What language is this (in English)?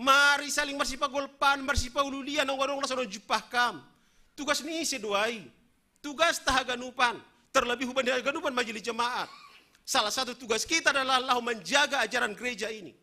Batak Simalungun